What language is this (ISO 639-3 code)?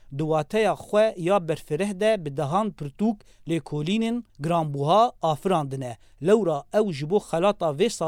kur